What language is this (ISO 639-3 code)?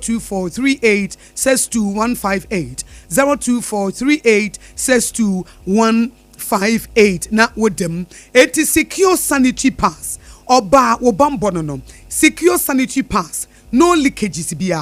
aka